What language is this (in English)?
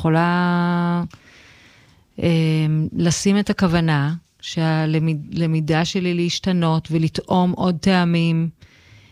Hebrew